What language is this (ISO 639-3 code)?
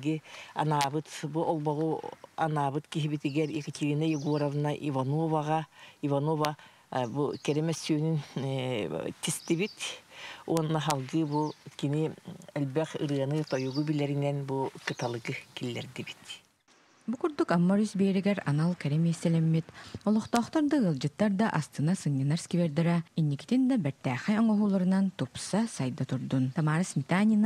sah